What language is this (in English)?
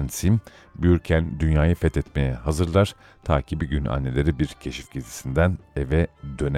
Turkish